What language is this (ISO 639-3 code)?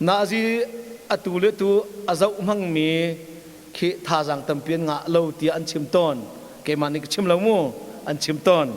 cnh